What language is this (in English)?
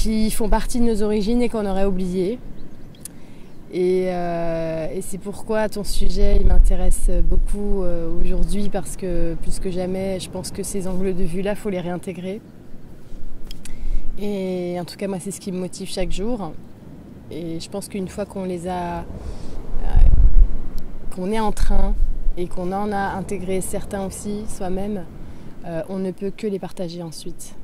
French